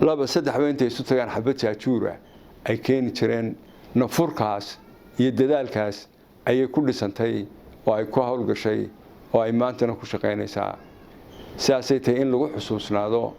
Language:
Somali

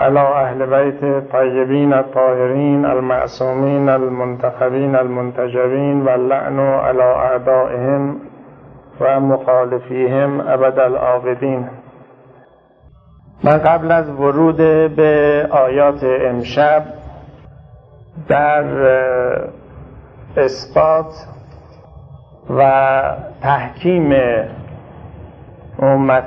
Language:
Persian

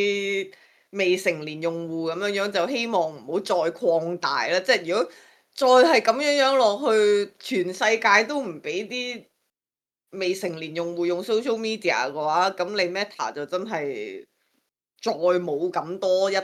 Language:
Cantonese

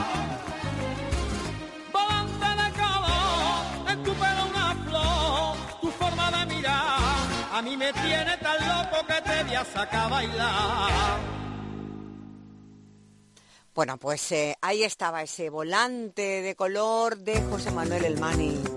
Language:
Spanish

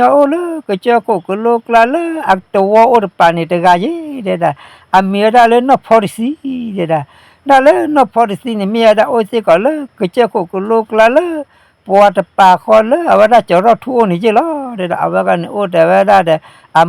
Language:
S'gaw Karen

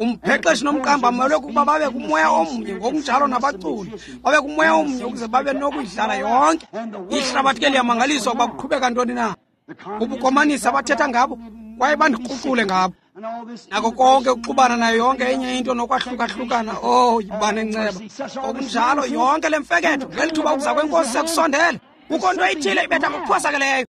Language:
Xhosa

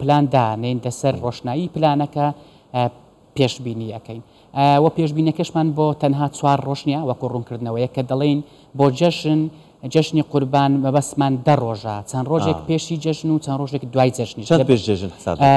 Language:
Central Kurdish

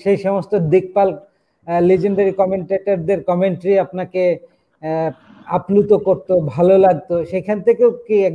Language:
Bangla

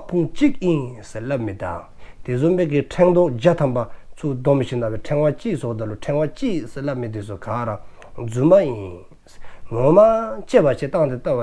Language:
Dzongkha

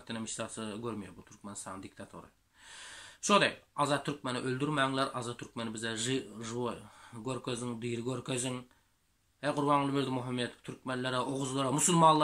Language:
Turkmen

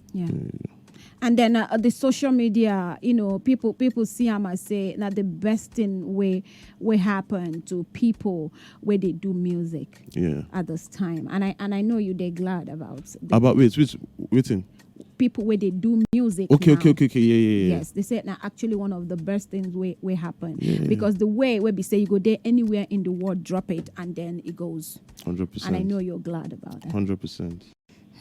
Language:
Nigerian Pidgin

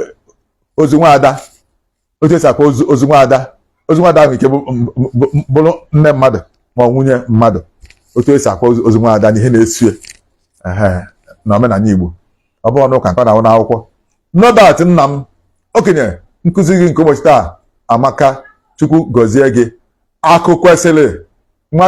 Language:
Igbo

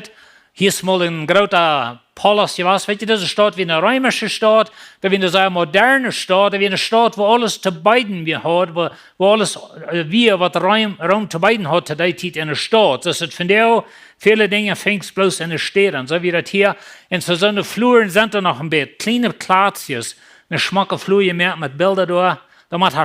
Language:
Plautdietsch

